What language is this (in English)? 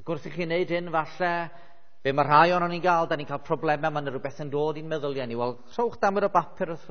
Welsh